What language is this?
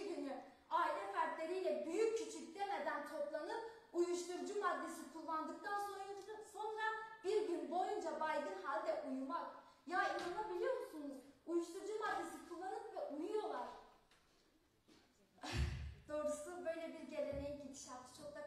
Turkish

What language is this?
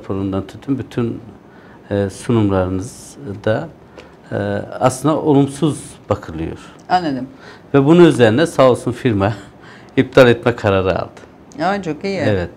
Turkish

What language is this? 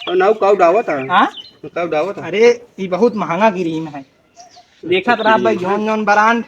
Awadhi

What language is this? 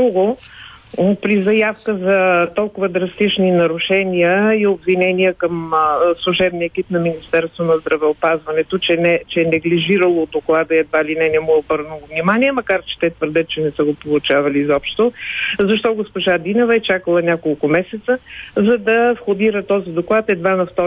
Bulgarian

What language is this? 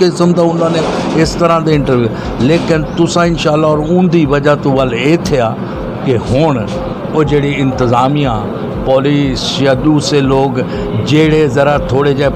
Saraiki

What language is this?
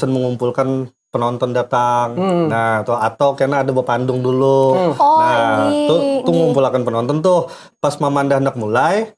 Banjar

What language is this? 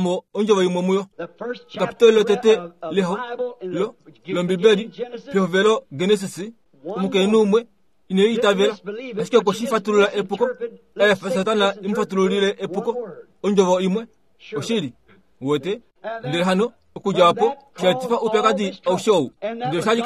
Kuanyama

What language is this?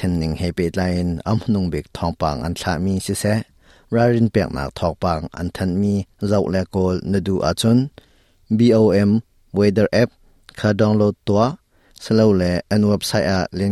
Hakha Chin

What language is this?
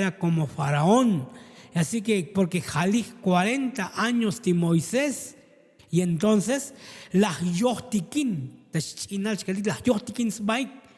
Tzotzil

